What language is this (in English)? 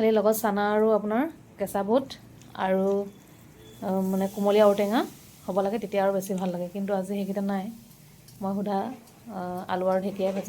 Assamese